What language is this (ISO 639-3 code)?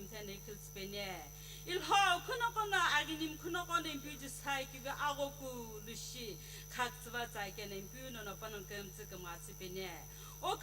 nsm